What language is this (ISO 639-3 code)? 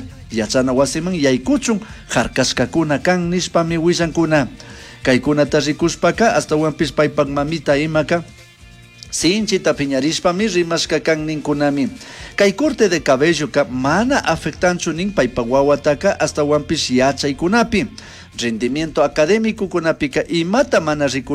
qug